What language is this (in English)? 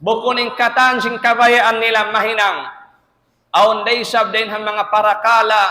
Tausug